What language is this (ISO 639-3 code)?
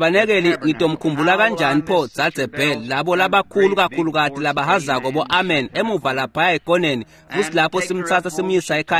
ssw